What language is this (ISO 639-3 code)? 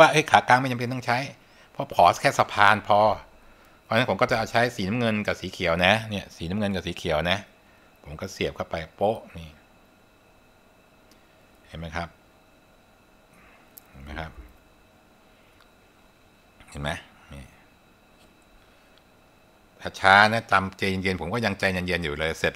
tha